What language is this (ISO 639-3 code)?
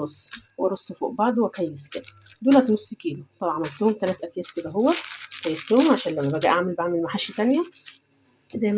arz